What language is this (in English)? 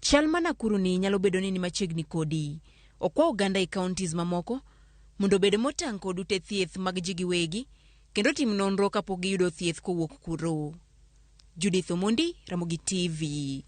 Luo (Kenya and Tanzania)